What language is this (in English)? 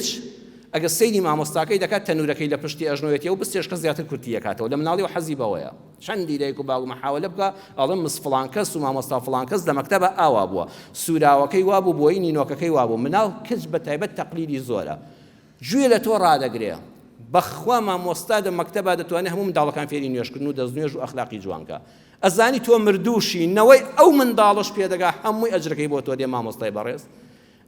Central Kurdish